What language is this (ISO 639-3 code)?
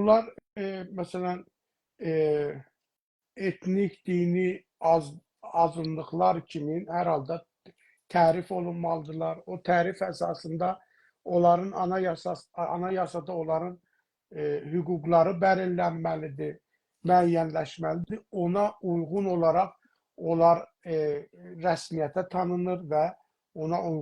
azb